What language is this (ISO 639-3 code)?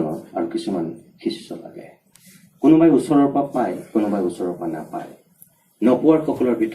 asm